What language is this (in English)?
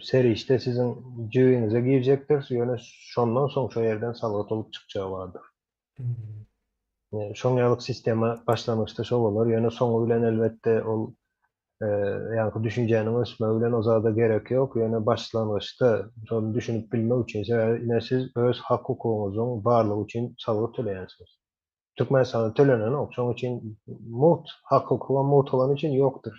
Turkmen